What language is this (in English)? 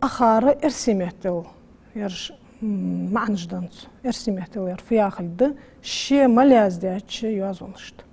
Ingush